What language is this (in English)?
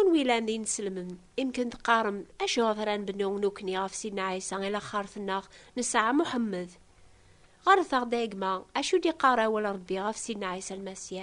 Kabyle